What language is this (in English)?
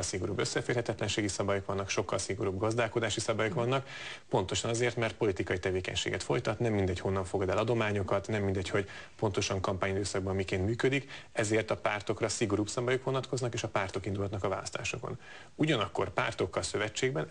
Hungarian